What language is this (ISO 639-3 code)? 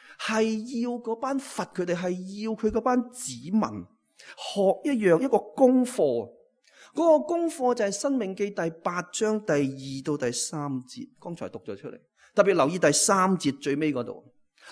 yue